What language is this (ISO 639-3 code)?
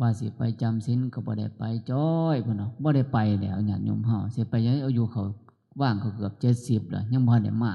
tts